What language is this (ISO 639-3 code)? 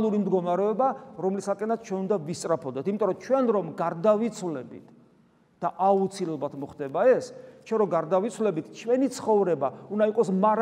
kat